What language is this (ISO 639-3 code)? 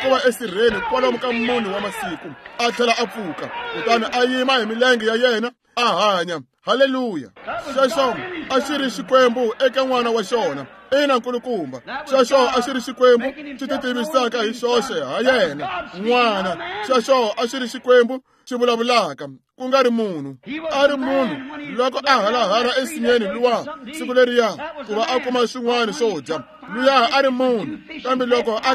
tso